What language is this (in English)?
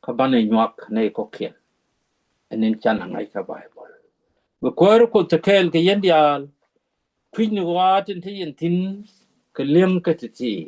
Nuer